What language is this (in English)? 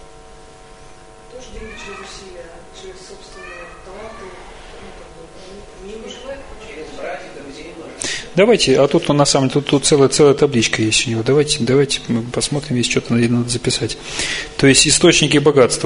Russian